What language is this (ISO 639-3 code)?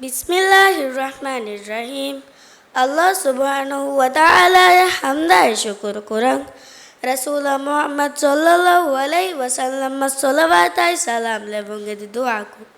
div